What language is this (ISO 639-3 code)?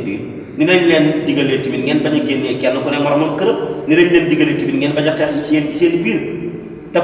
wol